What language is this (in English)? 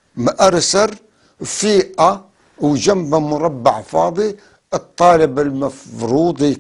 North Levantine Arabic